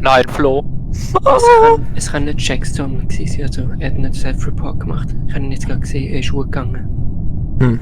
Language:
Swiss German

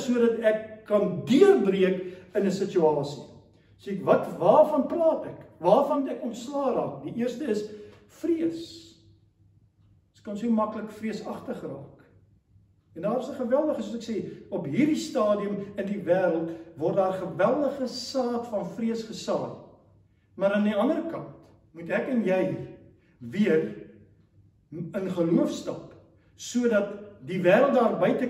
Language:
Afrikaans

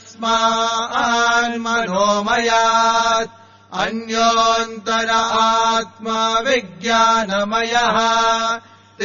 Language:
Sanskrit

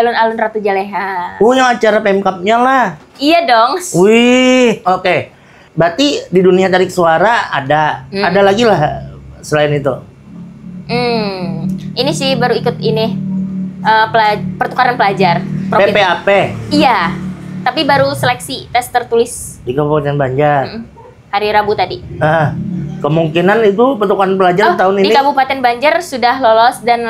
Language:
Banjar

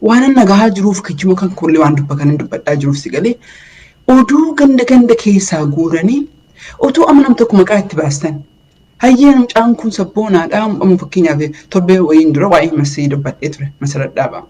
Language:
Oromo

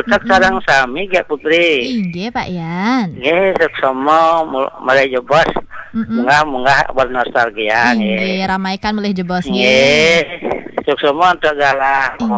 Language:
Balinese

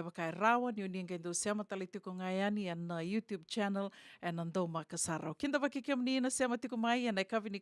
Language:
Fijian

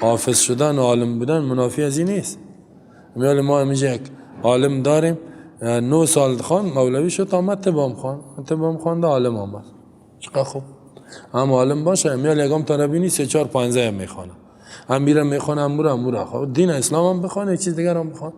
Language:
Persian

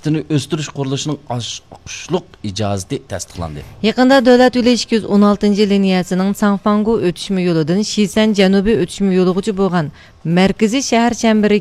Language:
Uyghur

